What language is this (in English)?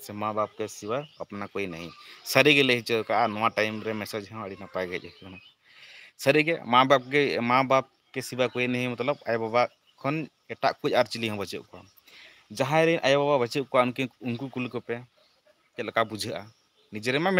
Santali